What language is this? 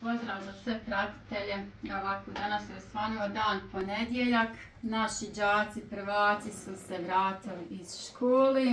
Bosnian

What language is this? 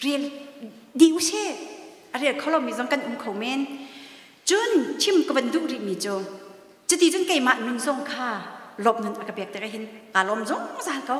Hakha Chin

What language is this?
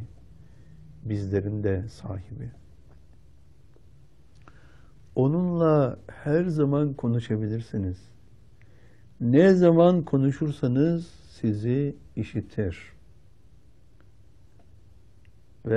Turkish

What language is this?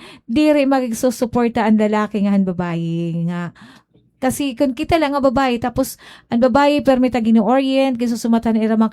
Waray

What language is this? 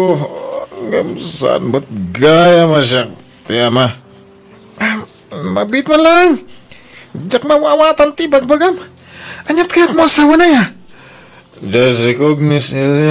Iloko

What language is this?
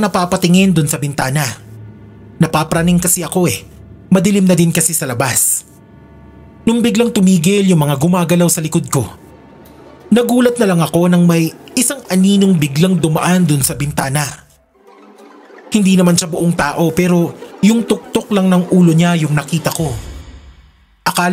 Filipino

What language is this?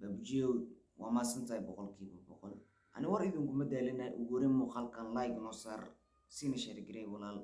Somali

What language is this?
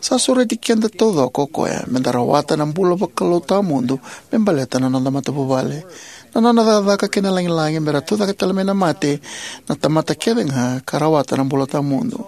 Fijian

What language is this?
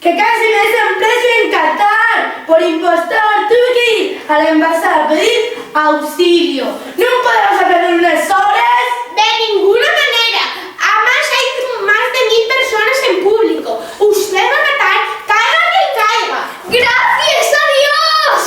Asturian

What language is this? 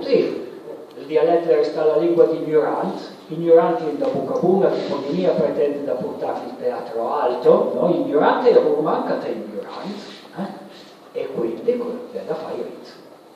Piedmontese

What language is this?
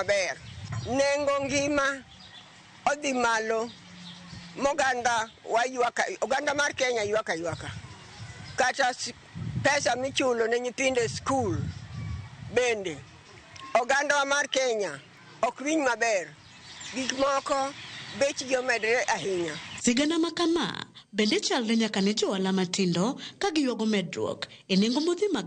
Luo (Kenya and Tanzania)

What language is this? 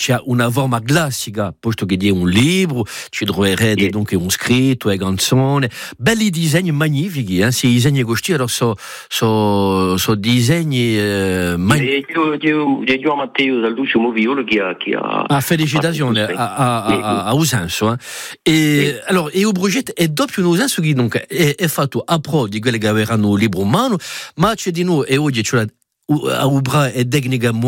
Italian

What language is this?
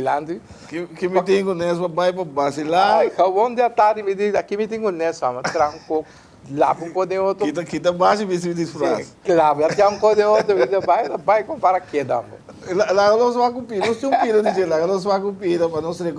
Papiamento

